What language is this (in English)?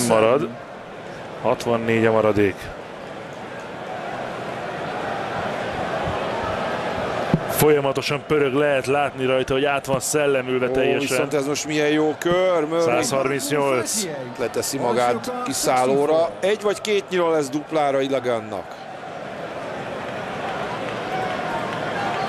Hungarian